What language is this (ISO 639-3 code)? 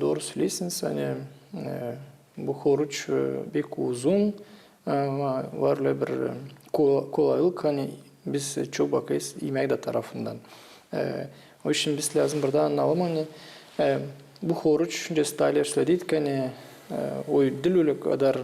gag